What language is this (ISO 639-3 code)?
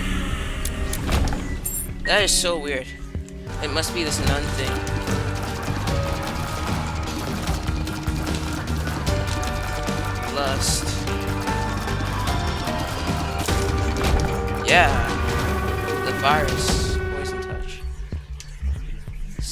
eng